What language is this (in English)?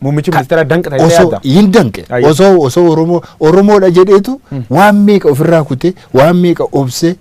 Oromo